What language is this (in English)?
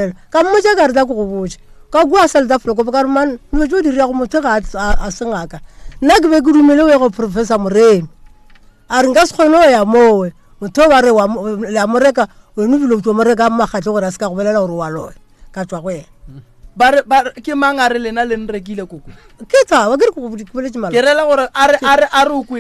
Northern Sotho